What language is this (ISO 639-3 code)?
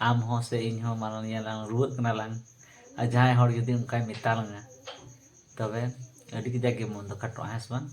sat